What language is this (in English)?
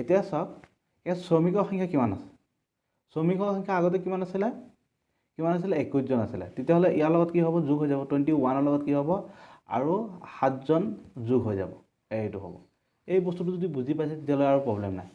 Assamese